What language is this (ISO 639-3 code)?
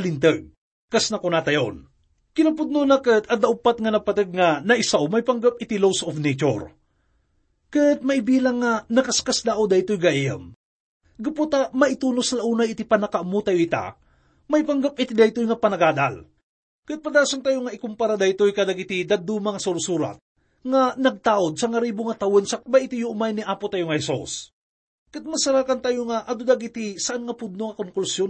ilo